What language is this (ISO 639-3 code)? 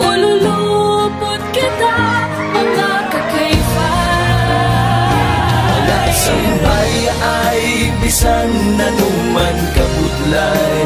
hil